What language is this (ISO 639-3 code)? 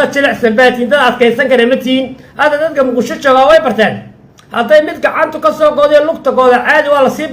som